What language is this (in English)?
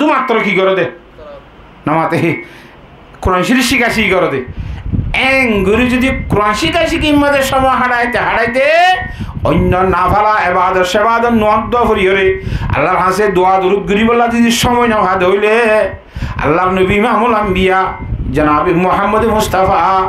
Rohingya